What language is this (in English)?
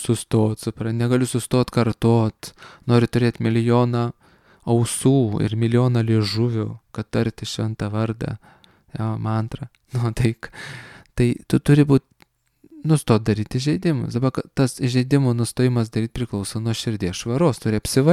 Lithuanian